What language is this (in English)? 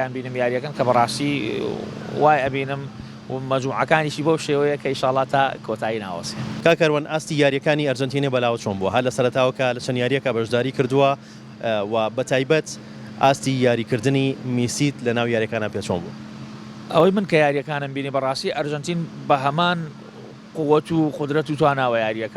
Central Kurdish